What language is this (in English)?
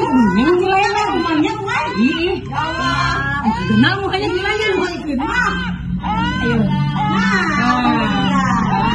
Banjar